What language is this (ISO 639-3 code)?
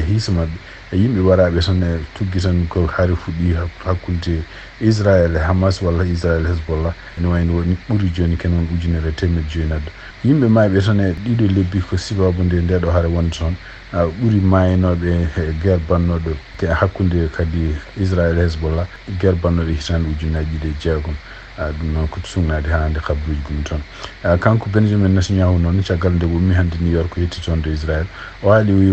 ful